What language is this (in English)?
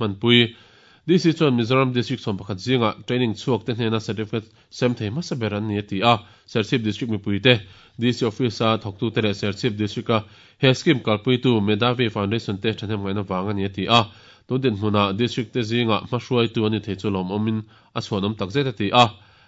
Mizo